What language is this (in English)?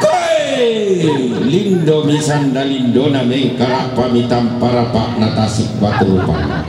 Toraja-Sa'dan